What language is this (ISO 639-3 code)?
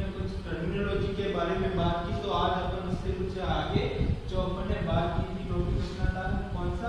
hin